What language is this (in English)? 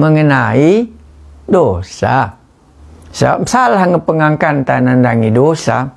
Batak Karo